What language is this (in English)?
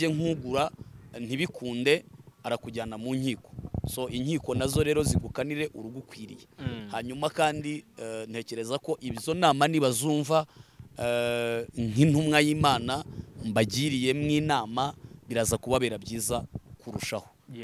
Kinyarwanda